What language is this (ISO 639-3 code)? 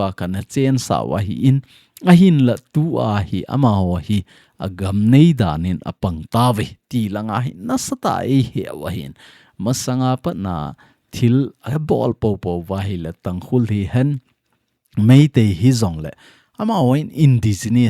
tcz